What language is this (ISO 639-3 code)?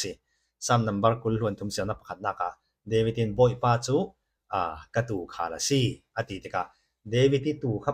cfm